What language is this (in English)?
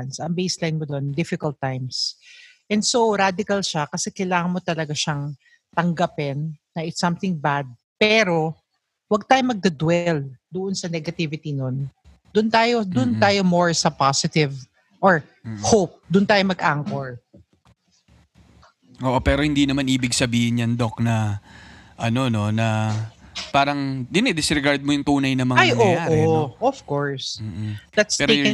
Filipino